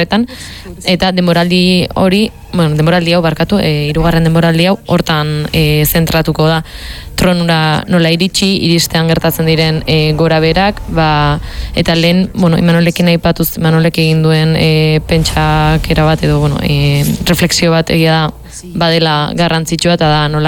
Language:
Basque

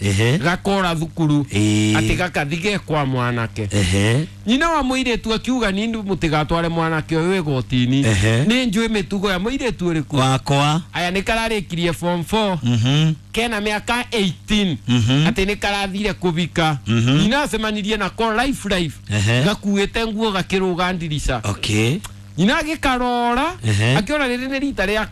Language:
Kikuyu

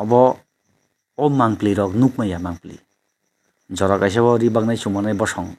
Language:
Kok Borok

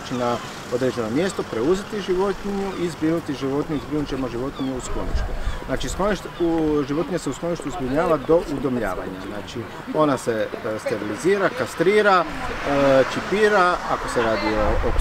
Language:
Croatian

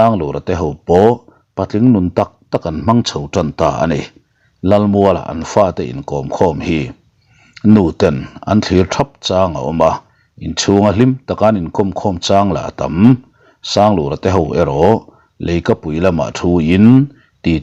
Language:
Mizo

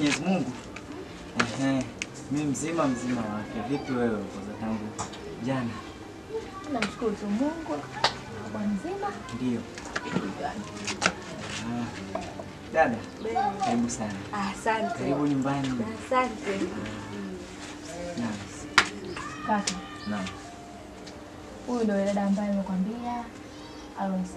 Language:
Swahili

